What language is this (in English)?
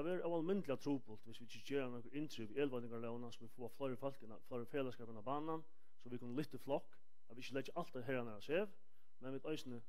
Faroese